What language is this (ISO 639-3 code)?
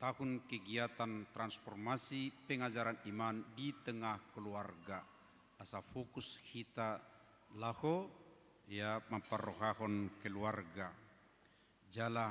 bbc